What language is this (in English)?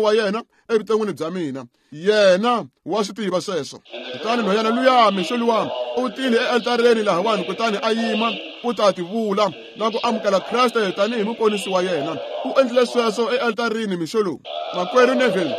Tsonga